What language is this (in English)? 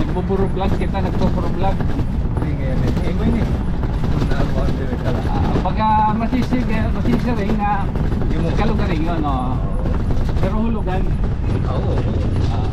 Waray